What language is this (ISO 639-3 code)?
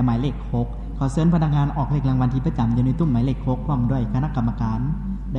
lao